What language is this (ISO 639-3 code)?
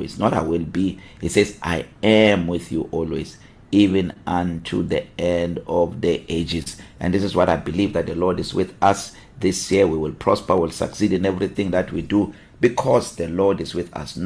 eng